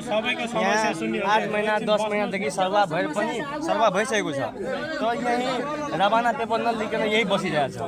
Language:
Nepali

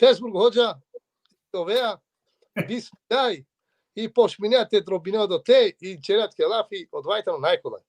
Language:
Balkan Romani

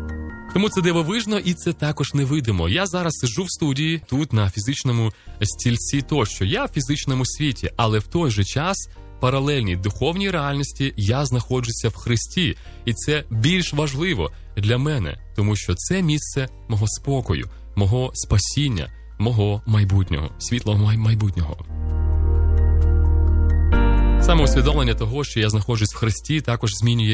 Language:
Ukrainian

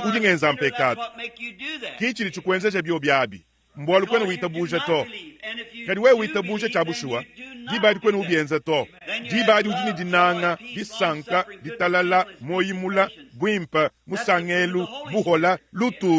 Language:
Luba-Lulua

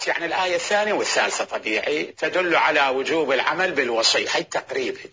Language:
Mesopotamian Arabic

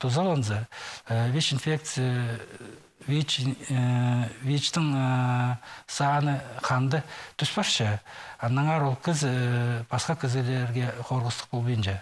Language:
Khakas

